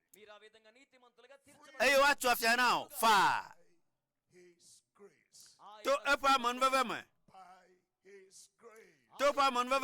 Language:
Ewe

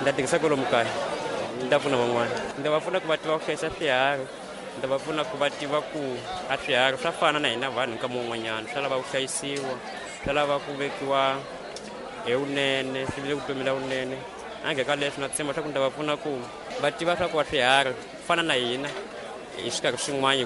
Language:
Tsonga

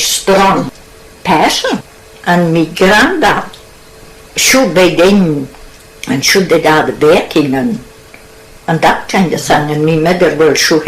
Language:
Scots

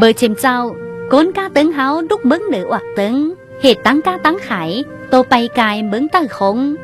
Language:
Tai Nüa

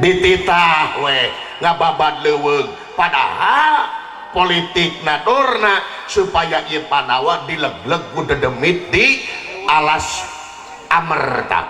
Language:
Sundanese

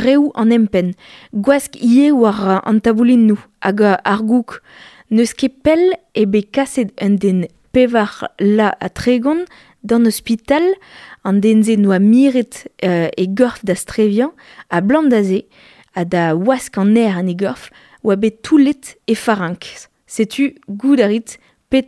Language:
Breton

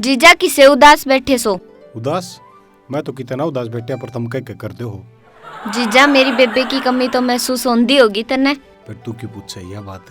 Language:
Haryanvi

